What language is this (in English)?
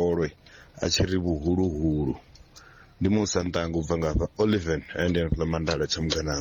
Venda